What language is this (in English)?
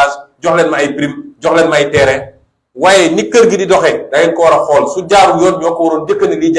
Wolof